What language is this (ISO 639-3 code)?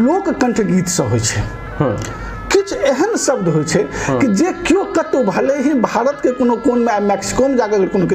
mai